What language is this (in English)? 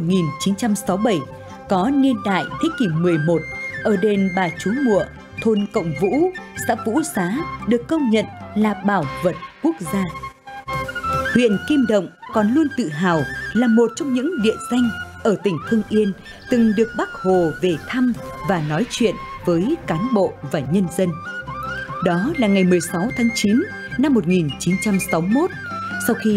Vietnamese